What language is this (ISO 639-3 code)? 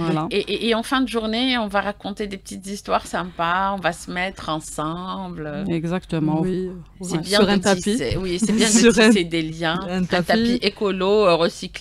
fra